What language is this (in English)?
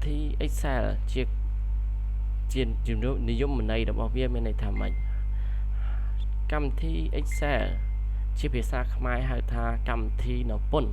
Khmer